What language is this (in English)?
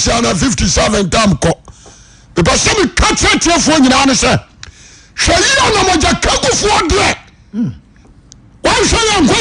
Akan